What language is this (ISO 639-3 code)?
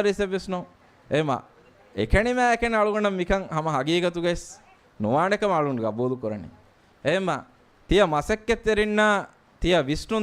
div